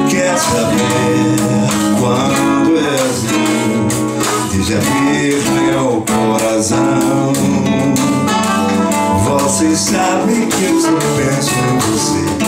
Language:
Portuguese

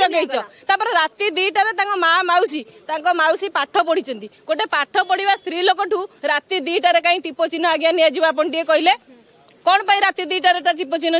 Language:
Odia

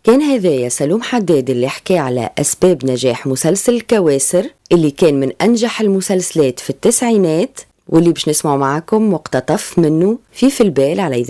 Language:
Tunisian Arabic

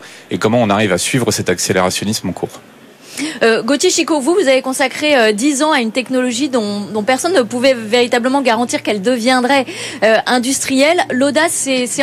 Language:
French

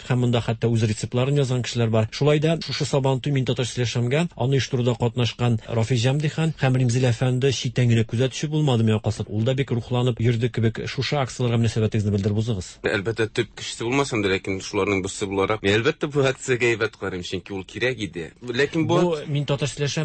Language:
Tatar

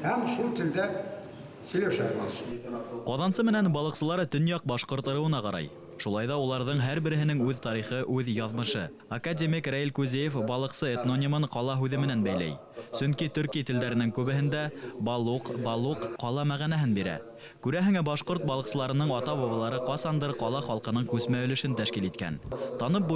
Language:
Bashkir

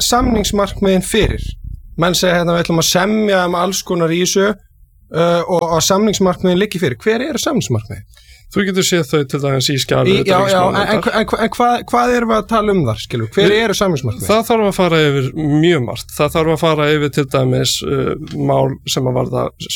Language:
Icelandic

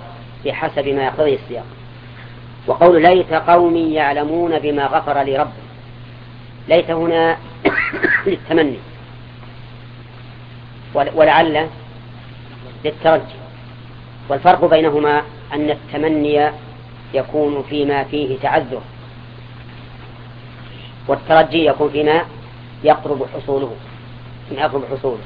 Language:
Arabic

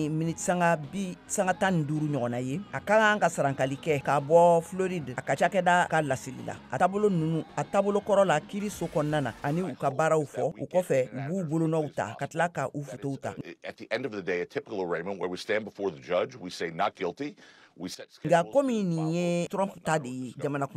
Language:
Bambara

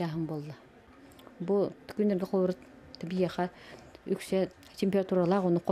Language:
Yakut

